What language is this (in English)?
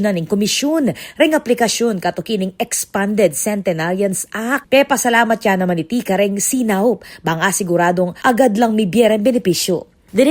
Pampanga